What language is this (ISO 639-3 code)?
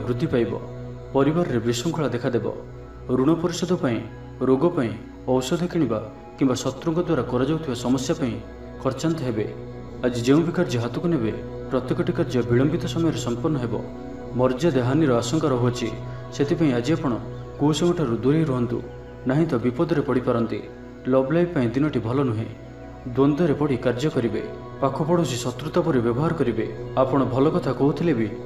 ori